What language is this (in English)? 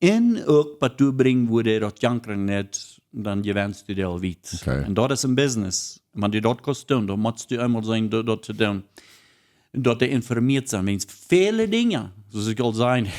Plautdietsch